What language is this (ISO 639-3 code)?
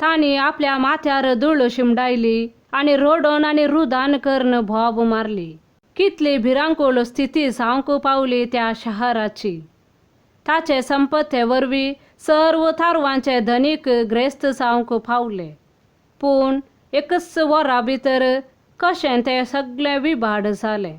kok